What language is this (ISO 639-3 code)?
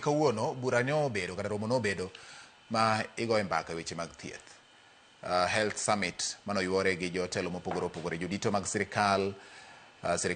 luo